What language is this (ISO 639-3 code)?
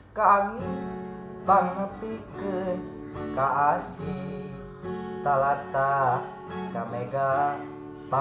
sun